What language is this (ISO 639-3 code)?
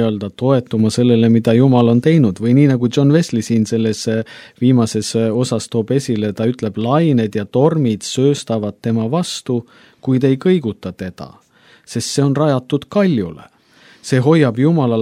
est